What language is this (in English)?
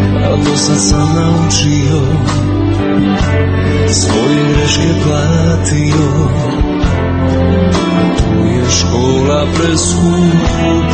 Serbian